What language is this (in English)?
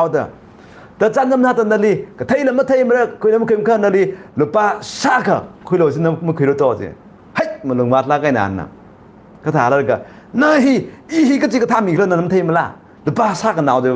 Tangkhul Naga (India)